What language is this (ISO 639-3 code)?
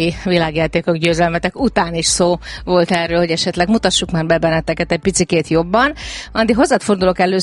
hun